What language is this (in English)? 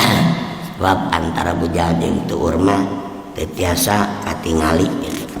Sundanese